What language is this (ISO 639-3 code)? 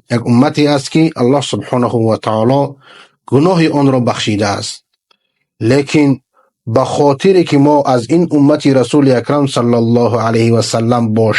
fas